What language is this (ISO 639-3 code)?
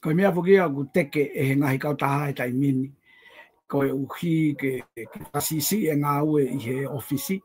ton